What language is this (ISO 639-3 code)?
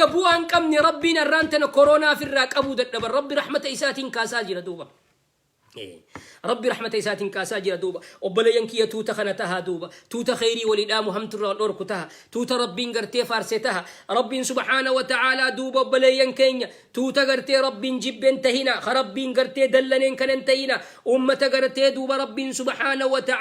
orm